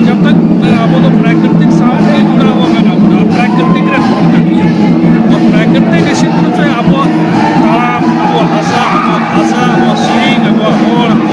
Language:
Santali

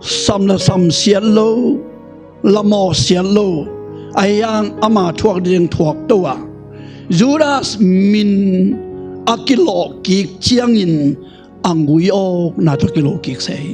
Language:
Tedim Chin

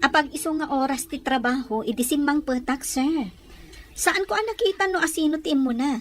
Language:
Iloko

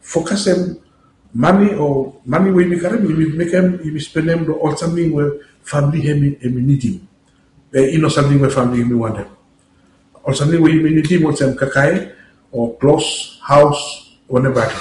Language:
Bislama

